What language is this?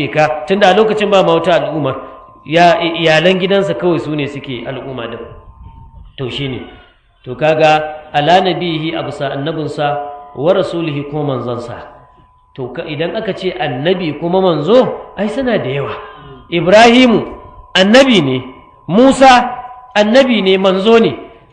Hausa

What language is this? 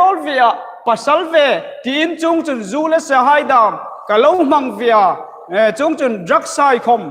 Hmar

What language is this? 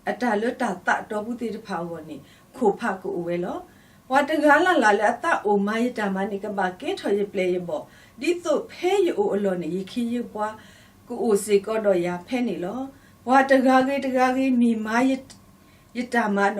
S'gaw Karen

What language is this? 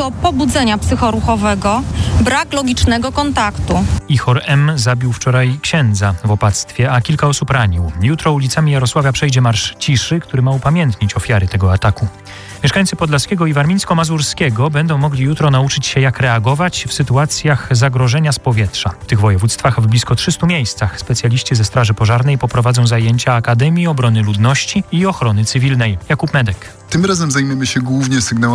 Polish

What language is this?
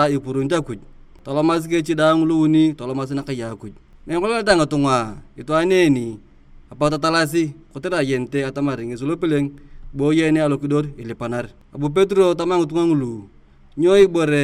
Turkana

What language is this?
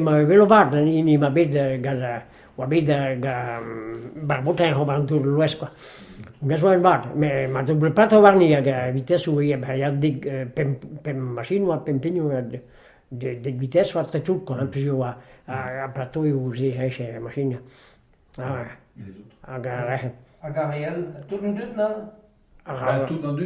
Breton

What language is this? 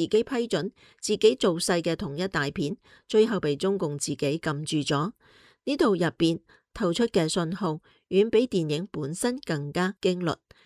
Cantonese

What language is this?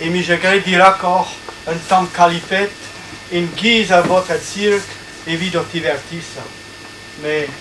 Breton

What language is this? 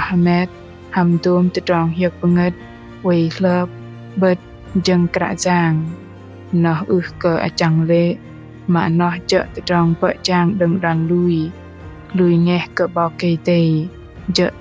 Bahnar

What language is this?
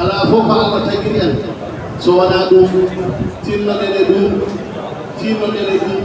Fula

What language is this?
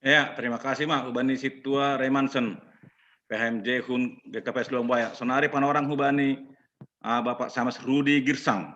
Batak Simalungun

